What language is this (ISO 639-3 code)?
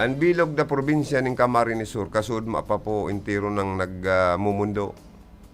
bik